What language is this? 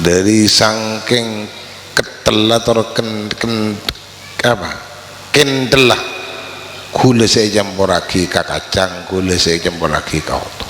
Madurese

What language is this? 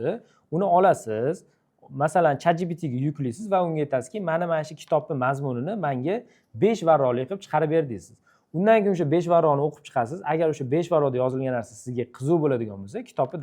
Uzbek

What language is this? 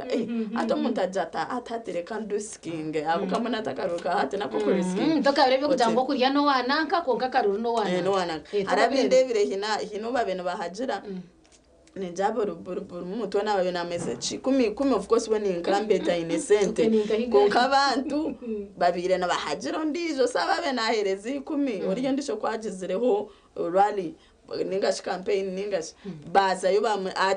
Nyankole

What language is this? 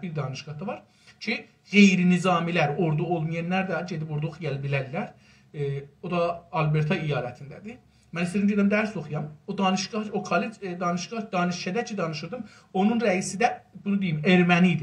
South Azerbaijani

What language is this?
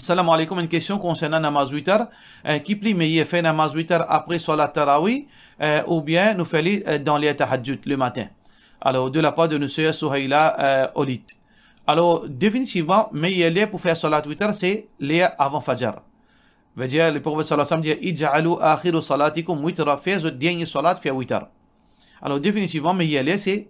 Morisyen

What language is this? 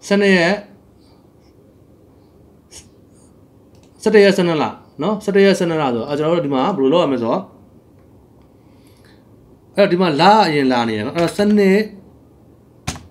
Burmese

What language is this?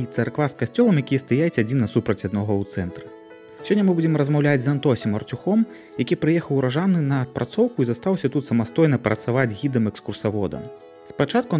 Belarusian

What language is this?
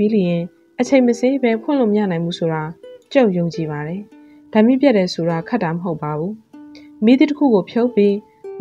Burmese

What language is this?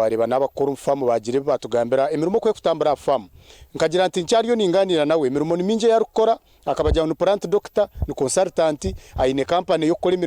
Nyankole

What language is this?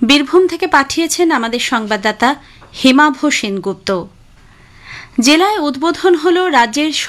Bangla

